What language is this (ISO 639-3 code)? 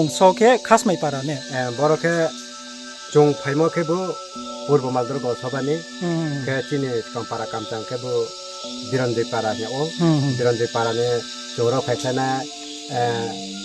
ria